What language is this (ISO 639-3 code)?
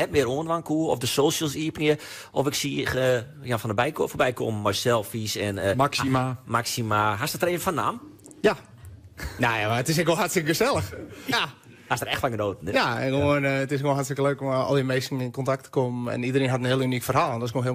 fry